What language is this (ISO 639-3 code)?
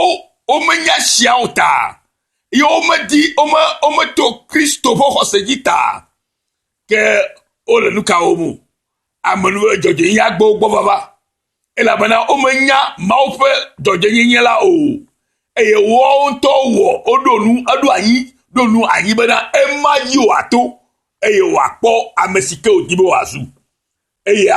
ewe